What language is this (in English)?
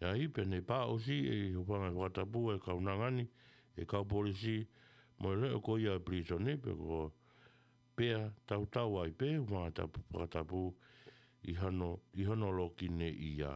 Tongan